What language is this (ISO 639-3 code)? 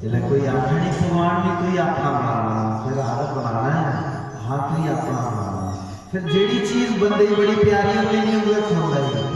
doi